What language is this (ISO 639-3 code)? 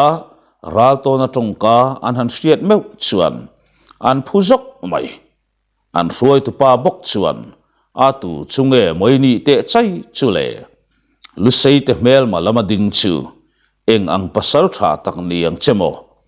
lus